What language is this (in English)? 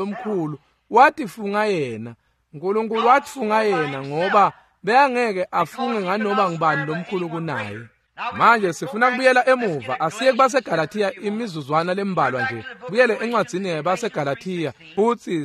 Swati